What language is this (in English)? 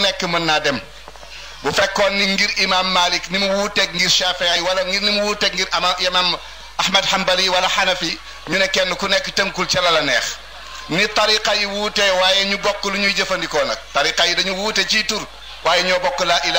Wolof